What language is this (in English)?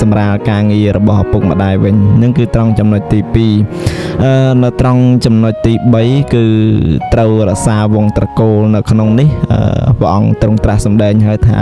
Khmer